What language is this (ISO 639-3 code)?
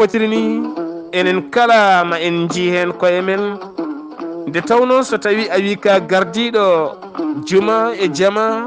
ful